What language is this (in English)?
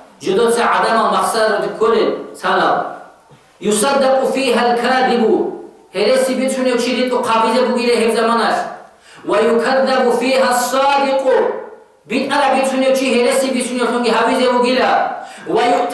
Avaric